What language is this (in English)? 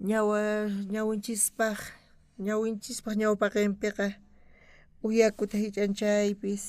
South Bolivian Quechua